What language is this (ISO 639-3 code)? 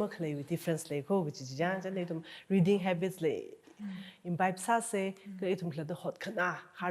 nmf